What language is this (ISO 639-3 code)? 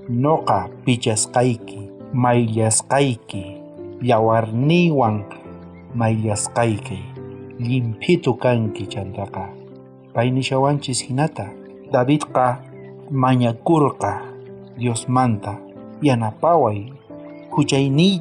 quh